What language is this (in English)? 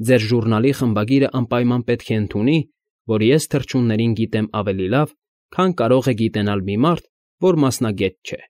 Armenian